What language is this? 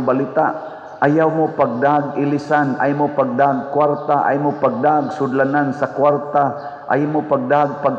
Cebuano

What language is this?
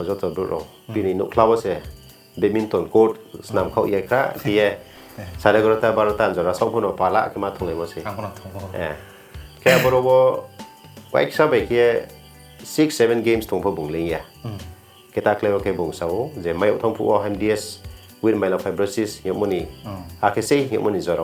Riang (India)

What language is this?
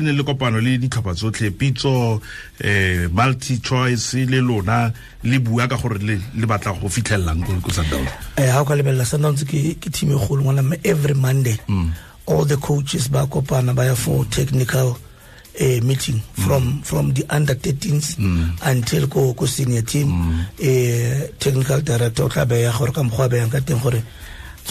Tswana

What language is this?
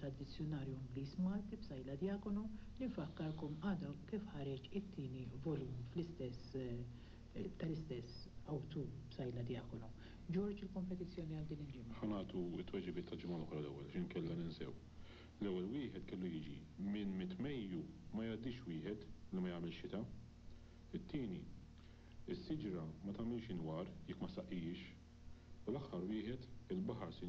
Maltese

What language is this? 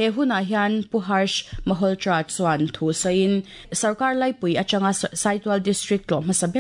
Mizo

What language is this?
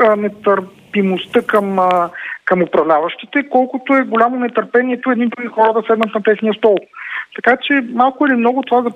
Bulgarian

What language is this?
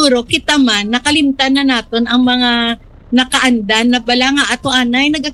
Hiligaynon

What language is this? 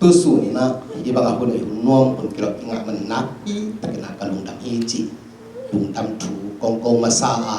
Tedim Chin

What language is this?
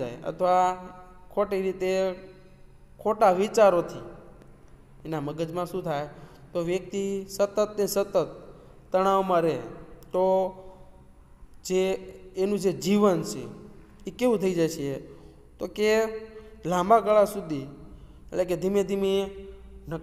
Gujarati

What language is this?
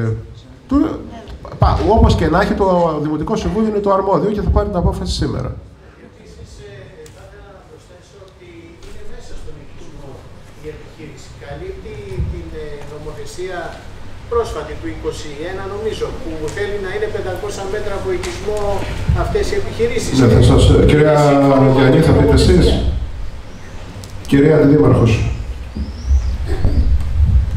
Greek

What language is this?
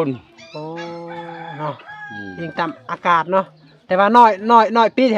Lao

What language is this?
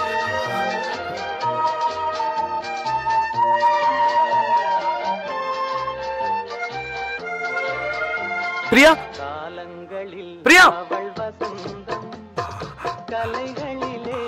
Tamil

